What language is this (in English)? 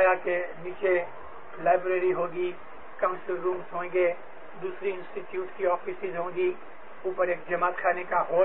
Urdu